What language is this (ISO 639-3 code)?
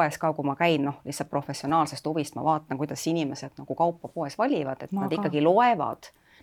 est